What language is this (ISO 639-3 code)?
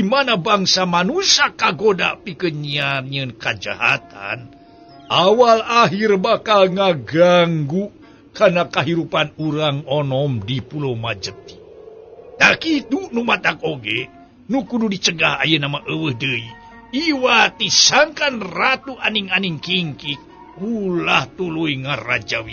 sun